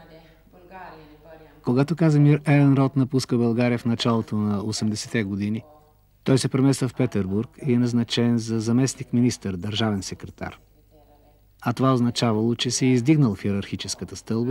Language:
Bulgarian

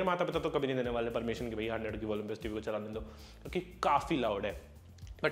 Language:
Hindi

